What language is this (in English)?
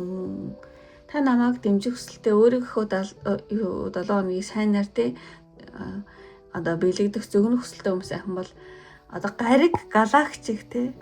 Mongolian